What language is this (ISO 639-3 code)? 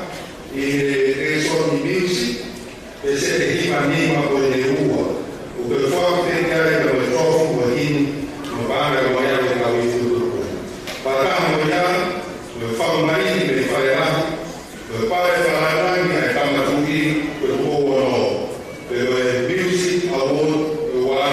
ton